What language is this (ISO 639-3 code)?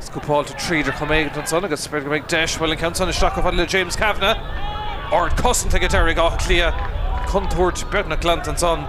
gle